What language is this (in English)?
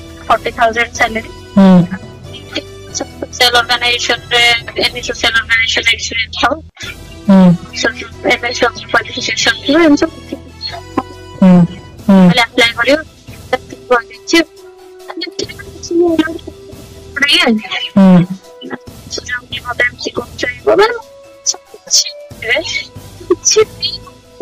Odia